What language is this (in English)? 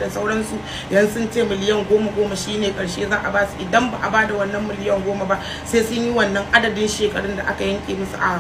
Hausa